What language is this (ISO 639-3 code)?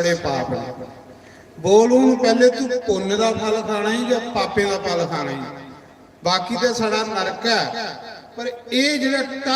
doi